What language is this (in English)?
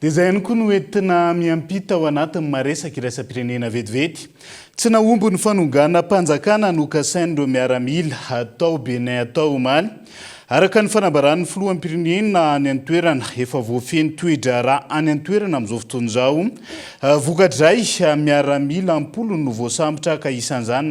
Malagasy